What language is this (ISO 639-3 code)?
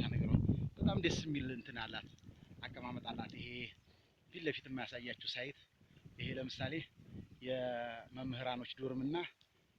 amh